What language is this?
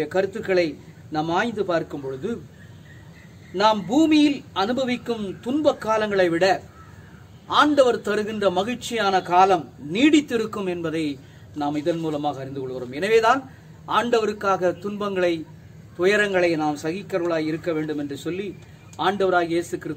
Tamil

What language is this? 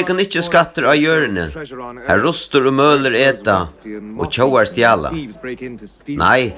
Faroese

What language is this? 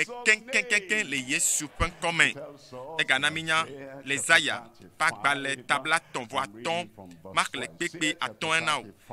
Ewe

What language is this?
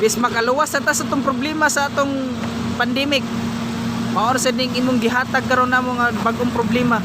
Cebuano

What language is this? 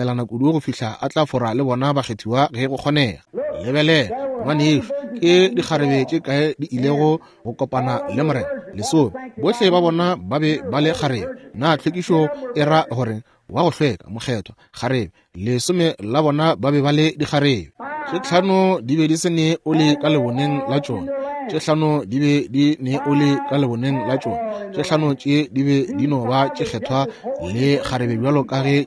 Northern Sotho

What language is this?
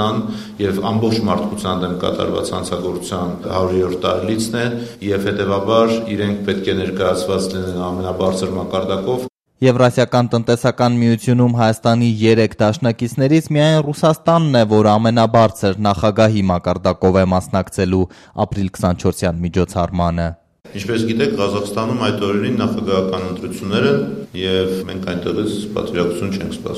Armenian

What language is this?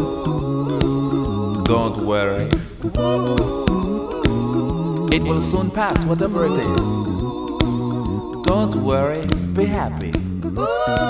English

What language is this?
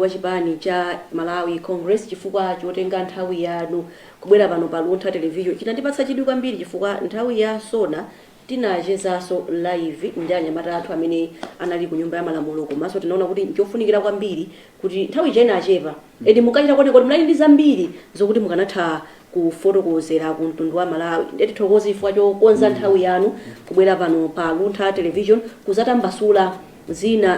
Nyanja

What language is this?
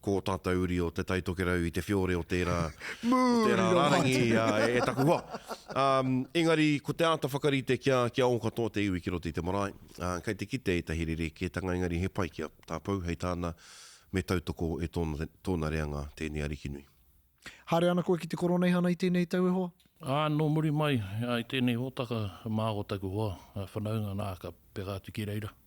Māori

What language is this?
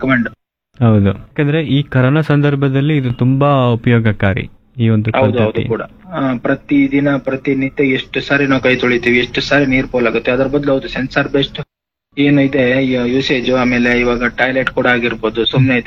Kannada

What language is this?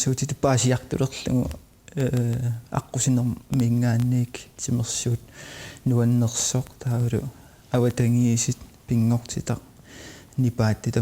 Kalaallisut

